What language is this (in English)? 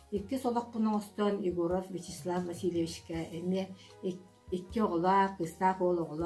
Yakut